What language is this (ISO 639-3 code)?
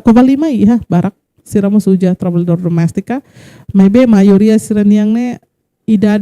tet